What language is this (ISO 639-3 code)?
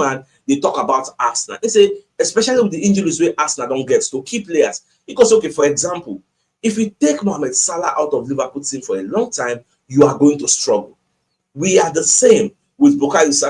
pcm